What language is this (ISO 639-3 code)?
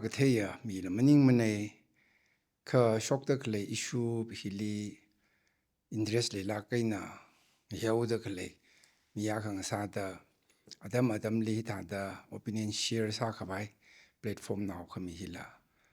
nmf